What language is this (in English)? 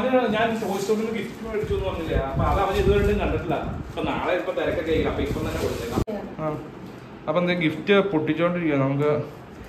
Malayalam